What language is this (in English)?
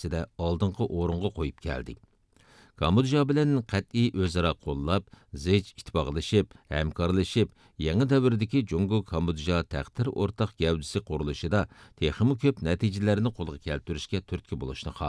Uyghur